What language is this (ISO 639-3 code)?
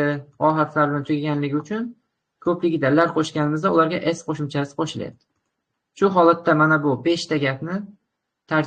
uzb